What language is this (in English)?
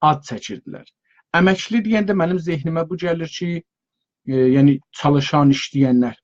South Azerbaijani